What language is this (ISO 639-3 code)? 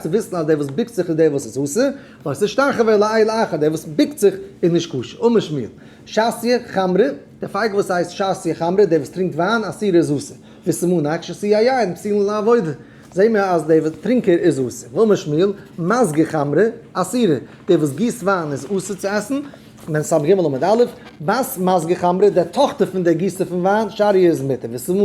yid